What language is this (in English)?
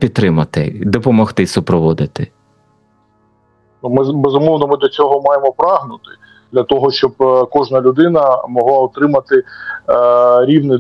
Ukrainian